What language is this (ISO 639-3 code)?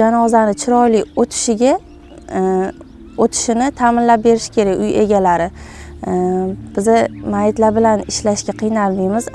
uzb